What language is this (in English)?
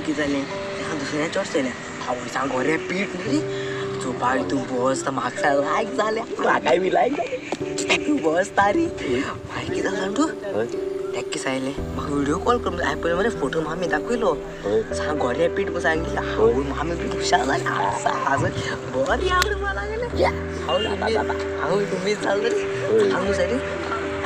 Konkani